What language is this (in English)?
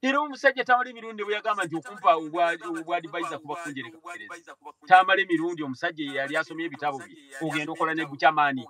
Ganda